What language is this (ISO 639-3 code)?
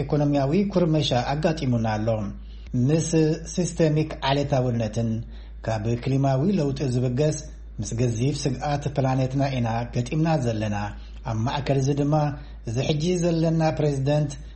tir